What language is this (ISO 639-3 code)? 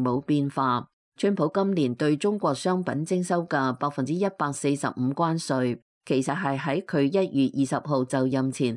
yue